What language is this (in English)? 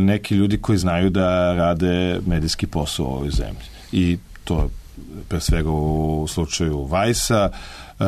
Serbian